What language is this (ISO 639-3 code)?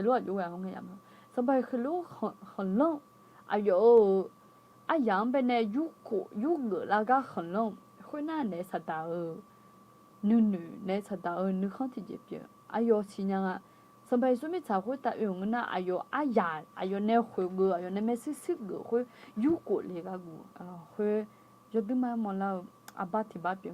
ahk